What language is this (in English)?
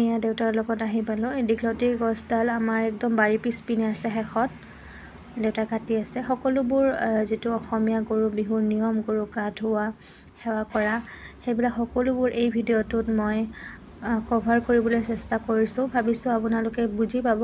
Assamese